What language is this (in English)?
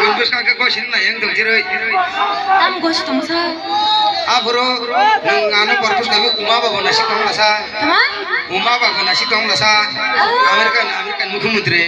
Kok Borok